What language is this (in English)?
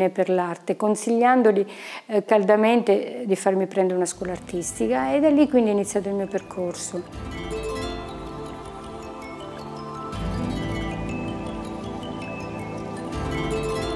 Italian